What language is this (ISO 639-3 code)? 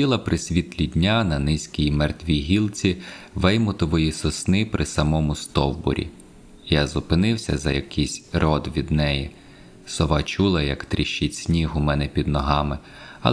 ukr